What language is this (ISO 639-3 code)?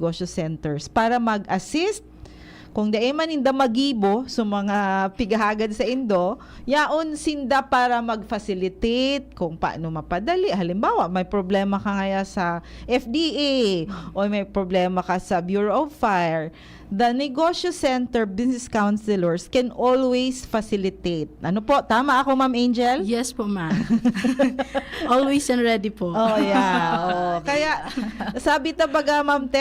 bik